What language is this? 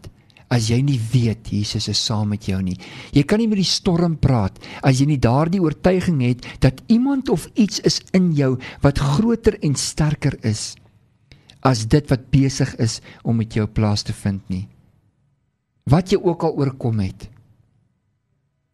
Afrikaans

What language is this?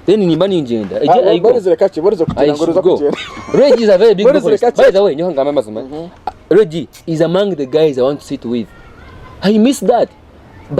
Nyankole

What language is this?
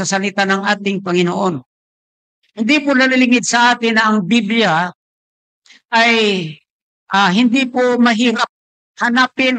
Filipino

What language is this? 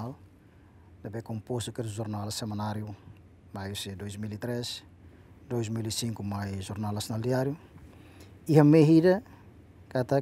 Tetum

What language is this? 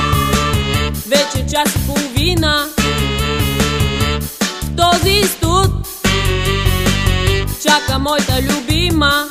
Bulgarian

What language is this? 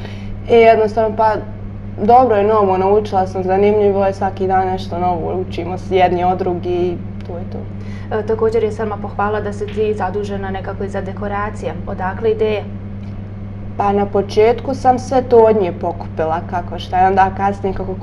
Bosnian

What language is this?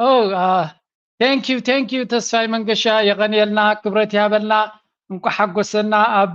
Tigrinya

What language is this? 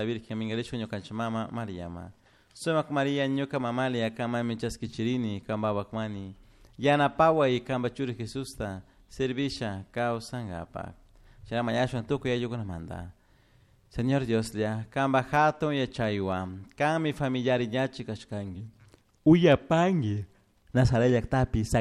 Chimborazo Highland Quichua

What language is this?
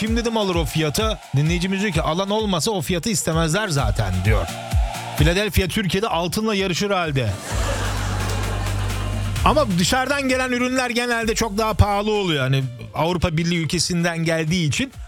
Turkish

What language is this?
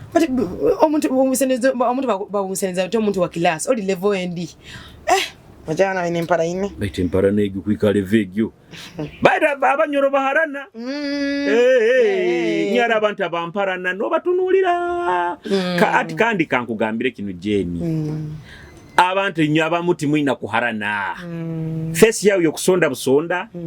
Nyoro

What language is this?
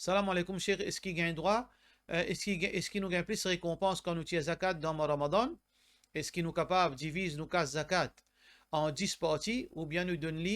Morisyen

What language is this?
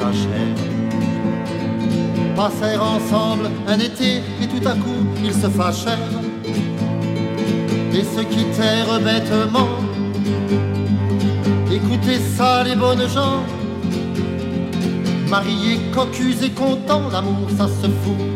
French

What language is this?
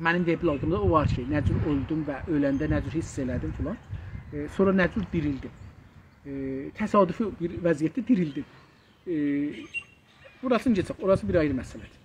South Azerbaijani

